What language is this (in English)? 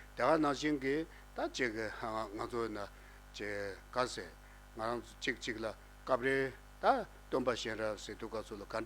Tibetan